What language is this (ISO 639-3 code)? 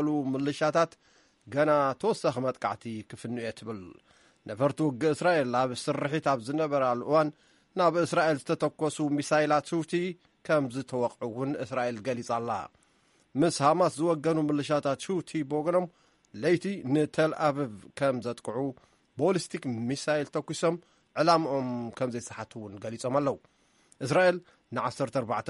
tir